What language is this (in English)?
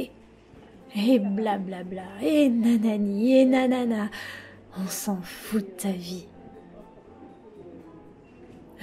French